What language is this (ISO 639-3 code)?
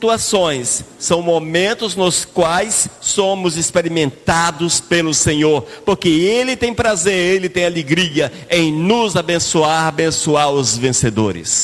por